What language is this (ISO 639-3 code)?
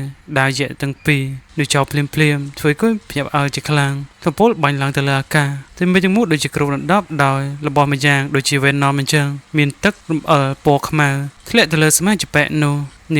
khm